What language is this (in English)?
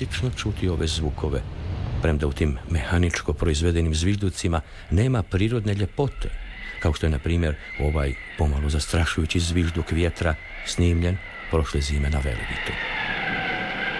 Croatian